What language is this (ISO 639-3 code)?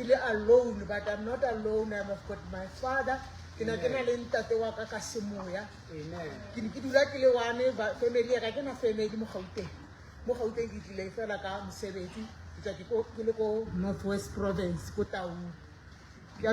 sot